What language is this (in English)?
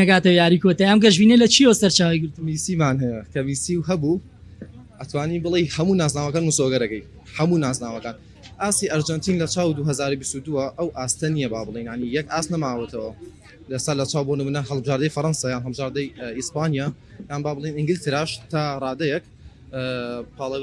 Central Kurdish